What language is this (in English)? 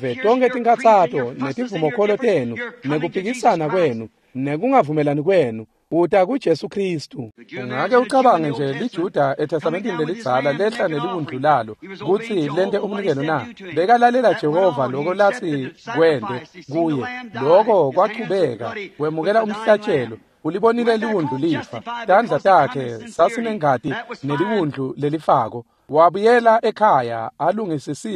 Swati